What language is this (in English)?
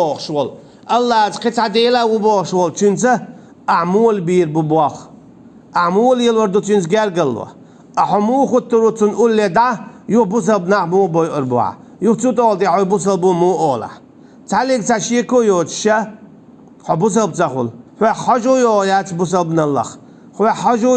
Chechen